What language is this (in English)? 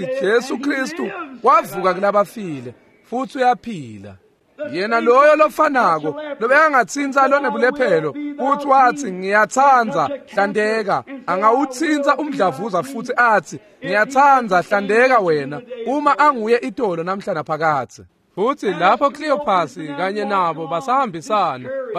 Swati